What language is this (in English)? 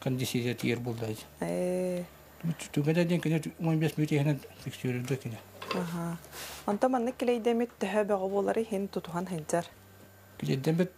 Yakut